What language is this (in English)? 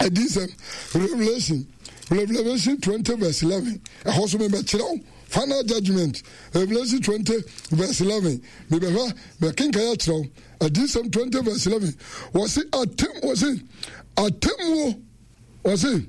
Akan